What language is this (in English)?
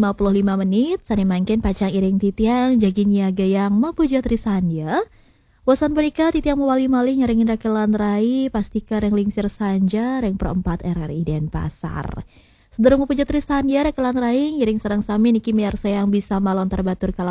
Balinese